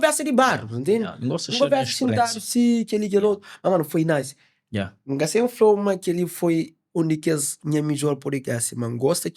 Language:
Kabuverdianu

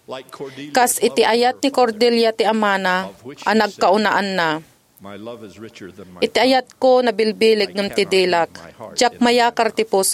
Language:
Iloko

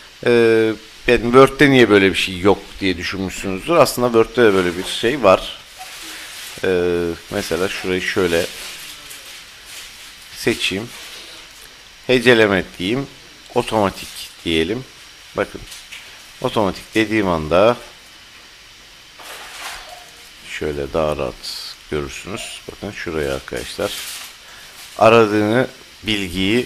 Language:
Turkish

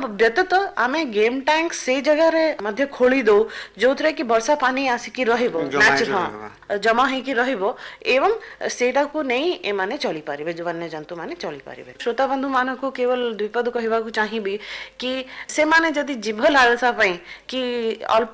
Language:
Odia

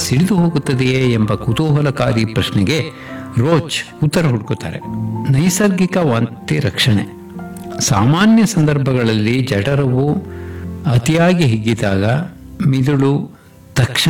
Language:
Kannada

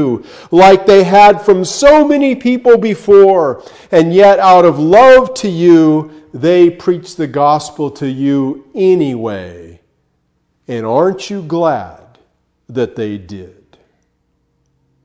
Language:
English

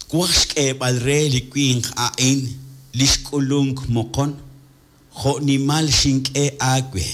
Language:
Kekchí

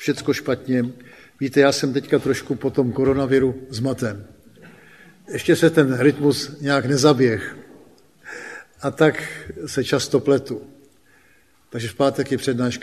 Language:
Czech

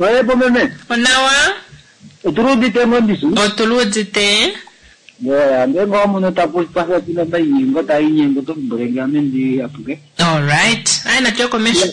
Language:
Kuanyama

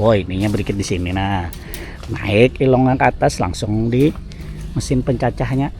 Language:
Banjar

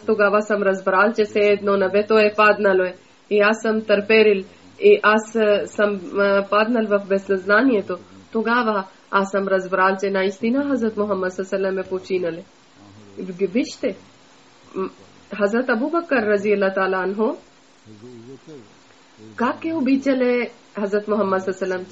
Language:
Bulgarian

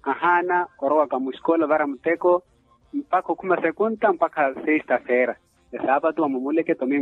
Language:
Makhuwa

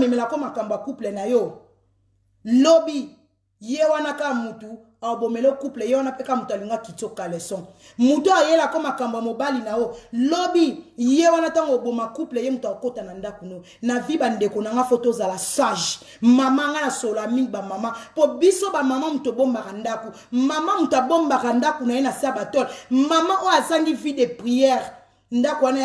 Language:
Lingala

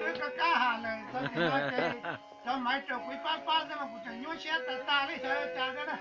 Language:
Hmong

